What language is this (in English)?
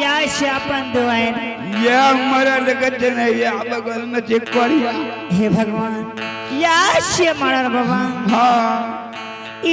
Angika